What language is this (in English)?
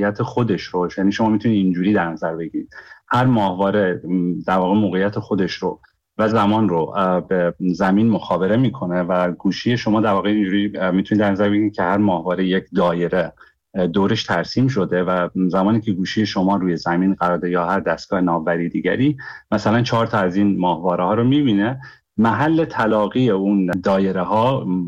Persian